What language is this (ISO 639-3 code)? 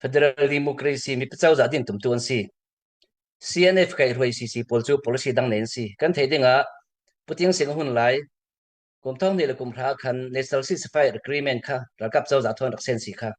cfm